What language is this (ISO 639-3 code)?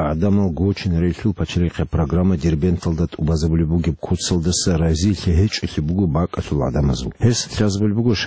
ava